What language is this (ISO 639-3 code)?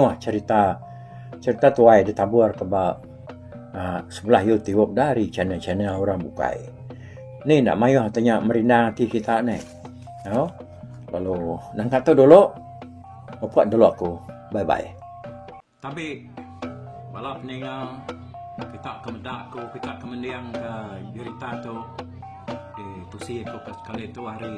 iba